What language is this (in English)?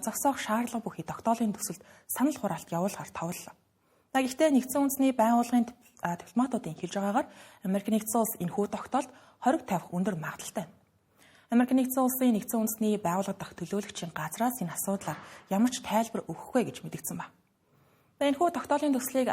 Mongolian